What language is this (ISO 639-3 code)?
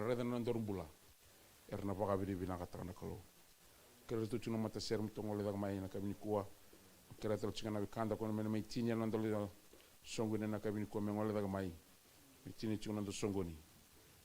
fij